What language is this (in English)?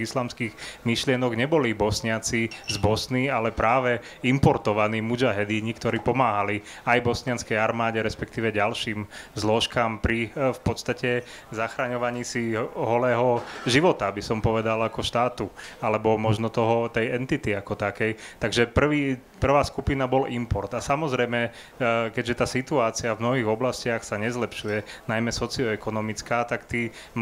Slovak